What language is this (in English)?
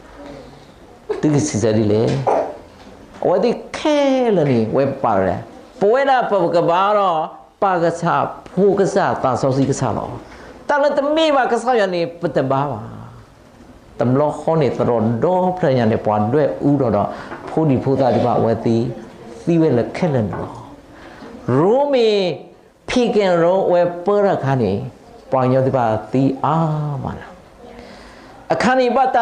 S'gaw Karen